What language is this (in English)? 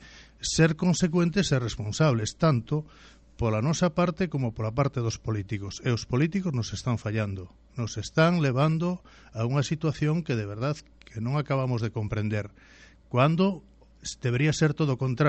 Galician